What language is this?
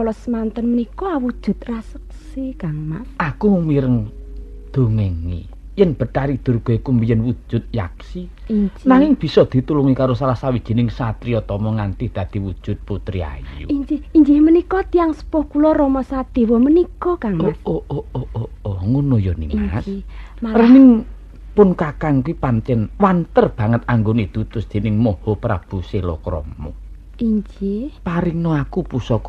Javanese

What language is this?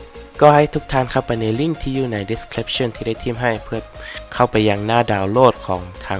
Lao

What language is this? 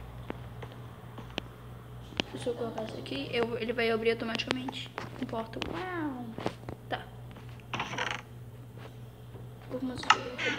Portuguese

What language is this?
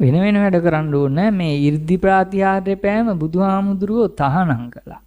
Sinhala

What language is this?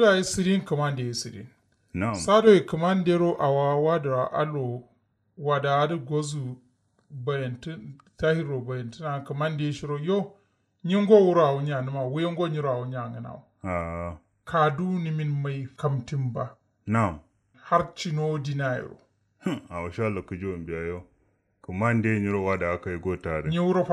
Kanuri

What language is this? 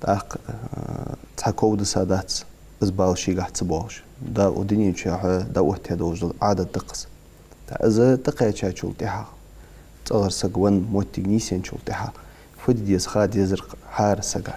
Ingush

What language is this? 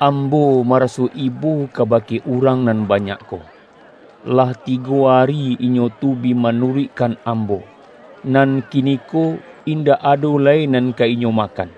Minangkabau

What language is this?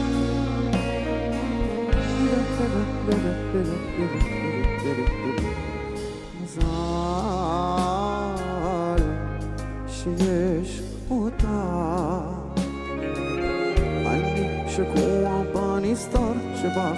Hebrew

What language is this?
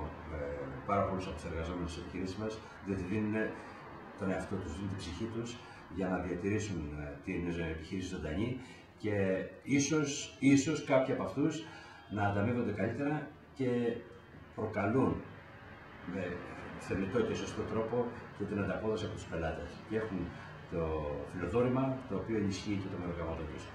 Greek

